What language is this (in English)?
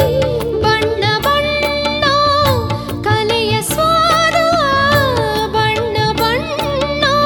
Kannada